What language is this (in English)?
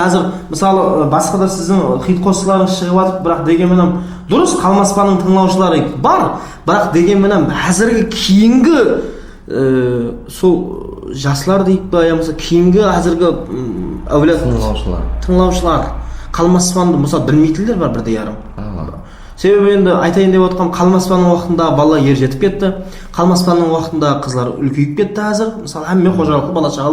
Kara-Kalpak